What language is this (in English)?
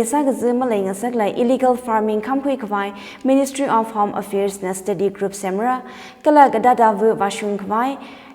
Tangkhul Naga (India)